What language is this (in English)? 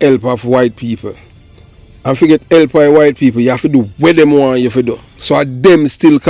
Jamaican Creole English